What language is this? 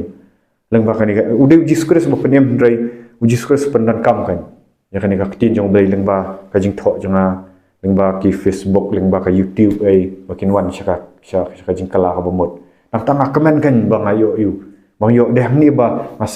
Khasi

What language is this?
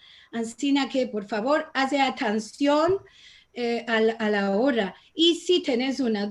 Ladino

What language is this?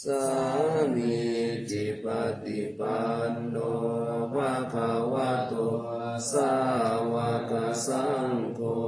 Pali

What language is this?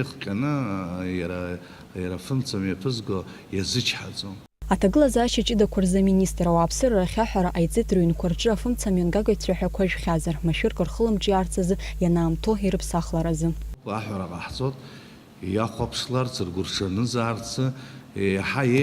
Abkhazian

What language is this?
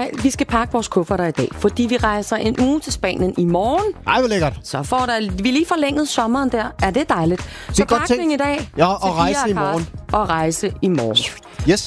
Danish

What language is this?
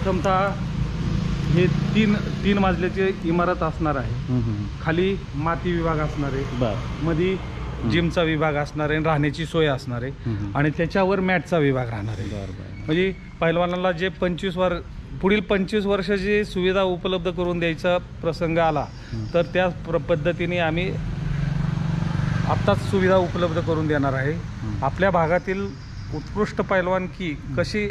Marathi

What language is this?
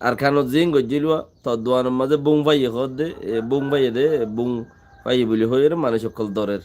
Rohingya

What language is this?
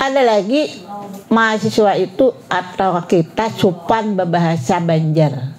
Banjar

